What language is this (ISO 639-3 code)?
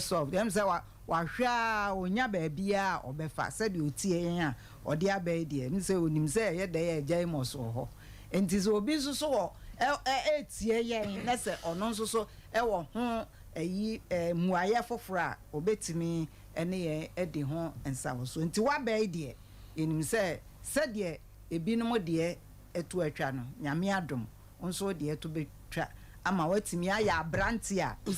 aka